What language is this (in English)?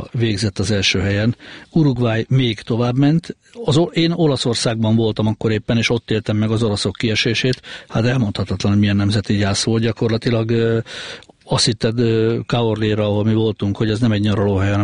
Hungarian